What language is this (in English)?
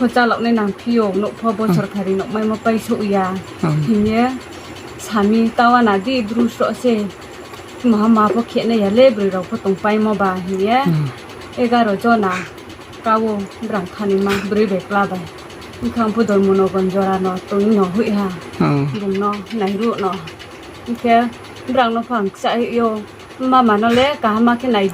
Riang (India)